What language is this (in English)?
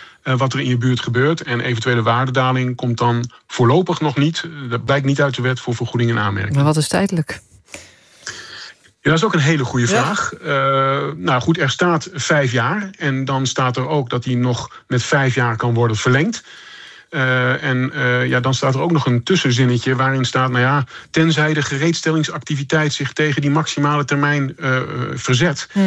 Dutch